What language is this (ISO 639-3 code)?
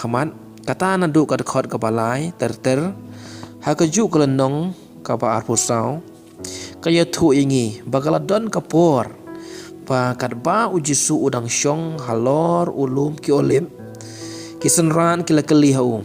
kha